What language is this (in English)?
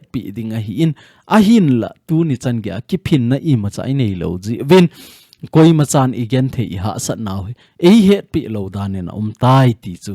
Thado Chin